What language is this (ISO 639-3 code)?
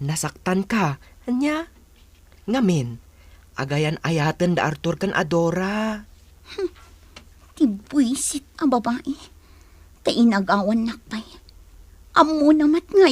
ilo